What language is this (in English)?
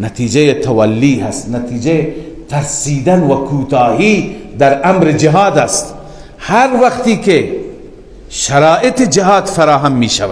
Persian